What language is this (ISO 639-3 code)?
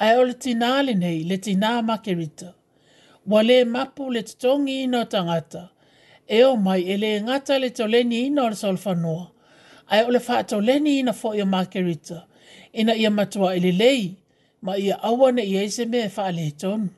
smo